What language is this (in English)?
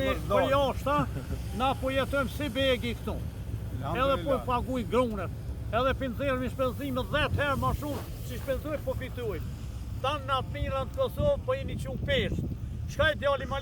Albanian